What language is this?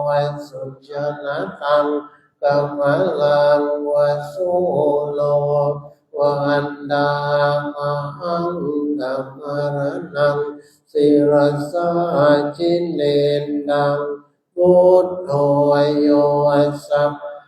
Pali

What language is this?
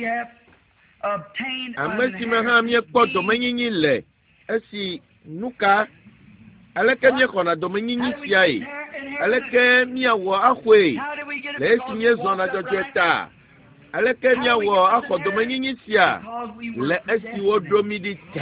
Ewe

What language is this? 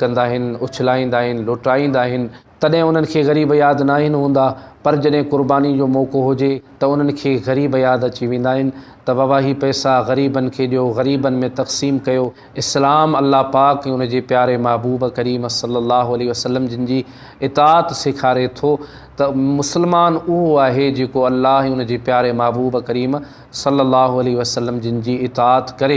Sindhi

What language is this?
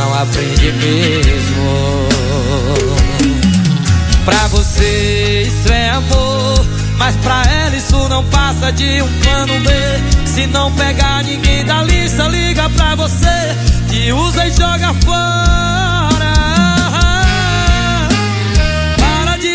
Portuguese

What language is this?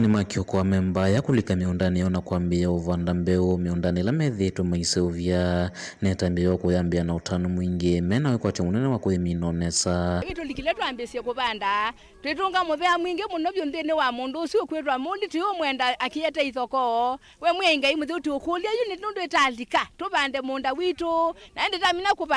Kamba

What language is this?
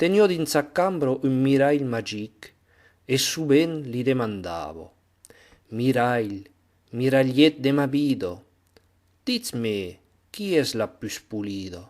Occitan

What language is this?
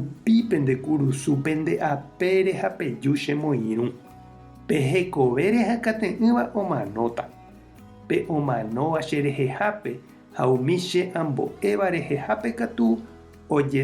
Guarani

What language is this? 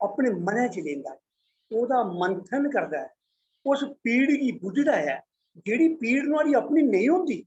Dogri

